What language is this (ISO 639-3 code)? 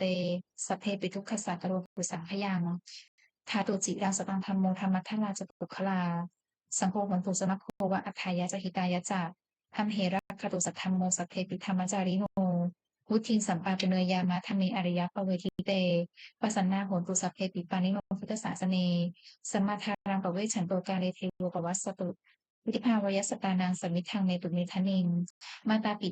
pli